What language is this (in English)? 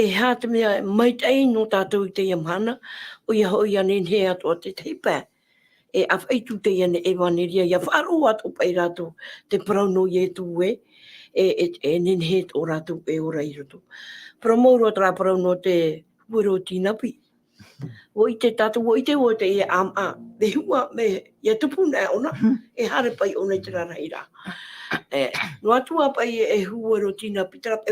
Tahitian